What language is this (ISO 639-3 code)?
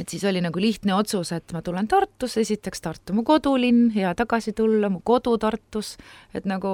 est